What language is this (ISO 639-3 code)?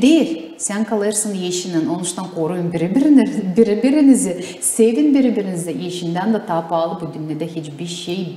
gag